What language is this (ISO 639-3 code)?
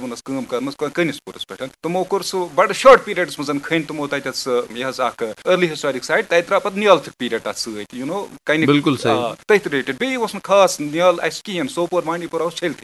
kas